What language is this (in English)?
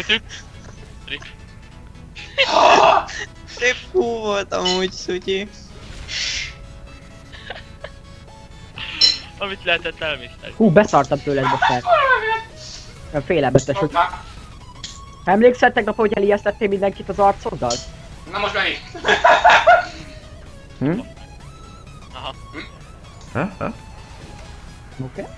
Hungarian